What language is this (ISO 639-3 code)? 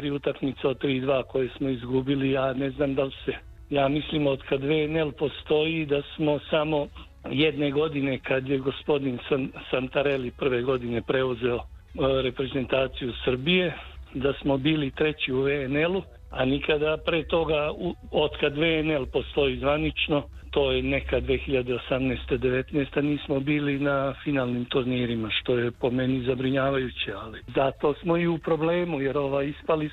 srp